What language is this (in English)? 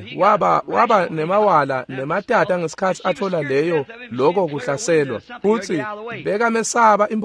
Swati